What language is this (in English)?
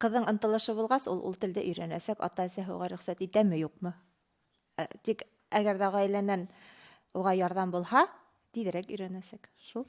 Bashkir